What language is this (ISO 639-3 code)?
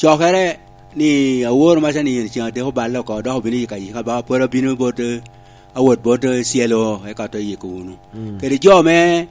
laj